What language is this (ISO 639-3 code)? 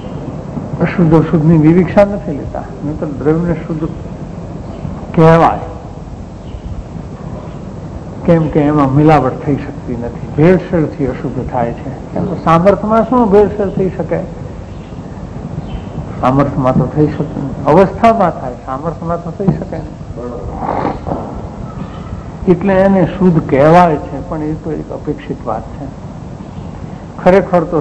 guj